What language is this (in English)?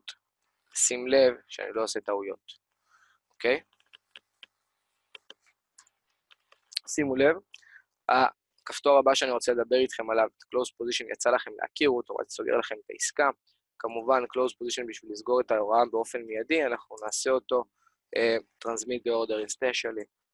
Hebrew